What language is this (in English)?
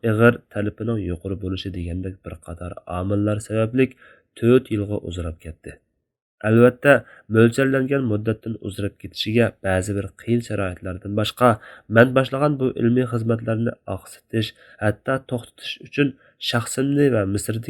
Uyghur